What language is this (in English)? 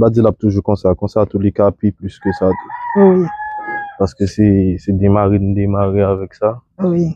Haitian Creole